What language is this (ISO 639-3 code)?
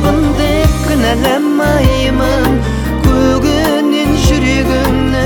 kaz